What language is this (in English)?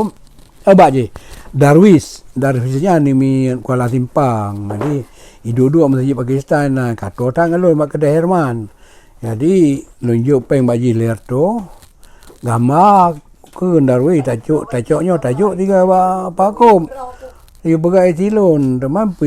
Achinese